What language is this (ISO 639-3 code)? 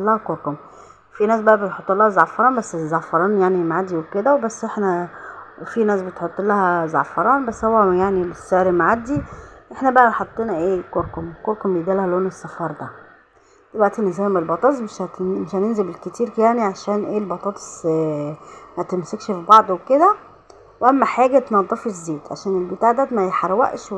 arz